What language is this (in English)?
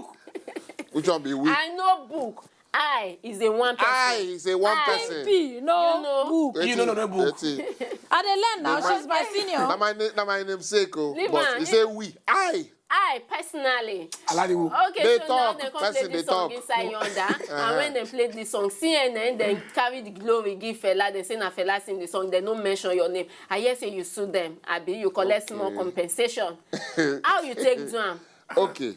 Nigerian Pidgin